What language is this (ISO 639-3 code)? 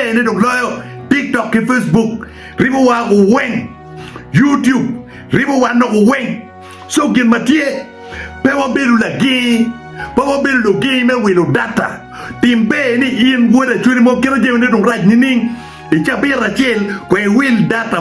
ach